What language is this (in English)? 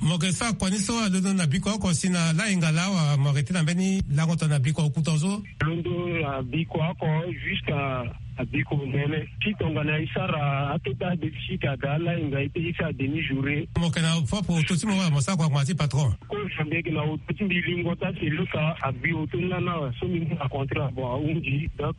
Sango